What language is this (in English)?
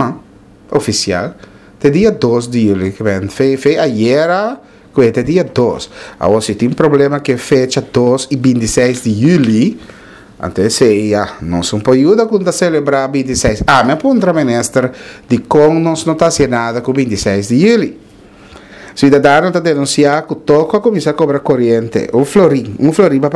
Papiamento